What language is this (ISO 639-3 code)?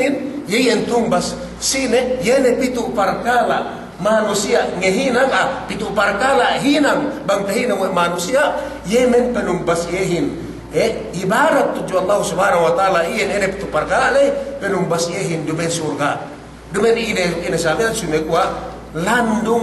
yka